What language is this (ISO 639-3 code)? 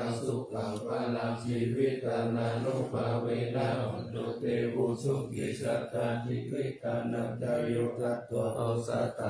pli